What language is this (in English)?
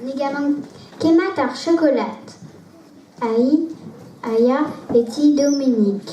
Breton